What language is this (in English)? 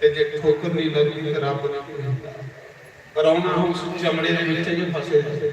Dogri